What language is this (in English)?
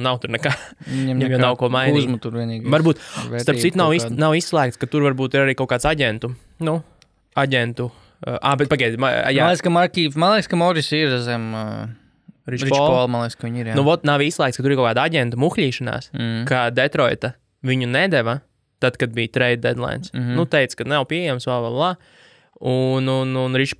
Latvian